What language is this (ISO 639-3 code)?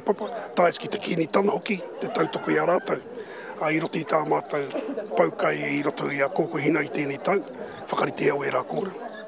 mri